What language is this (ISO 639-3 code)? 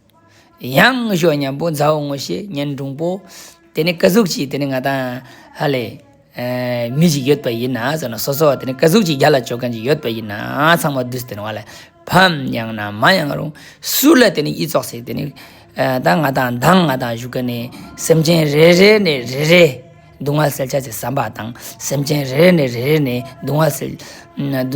lbj